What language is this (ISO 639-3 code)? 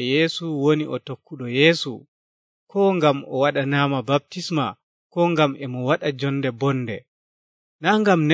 fuv